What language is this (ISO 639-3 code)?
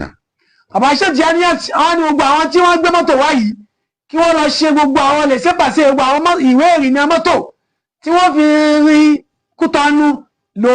yor